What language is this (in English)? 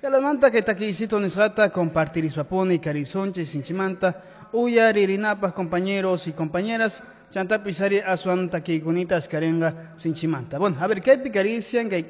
Quechua